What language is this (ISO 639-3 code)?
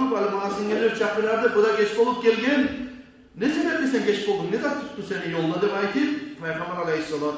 kum